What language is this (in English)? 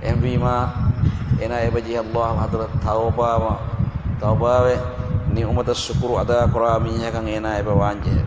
Divehi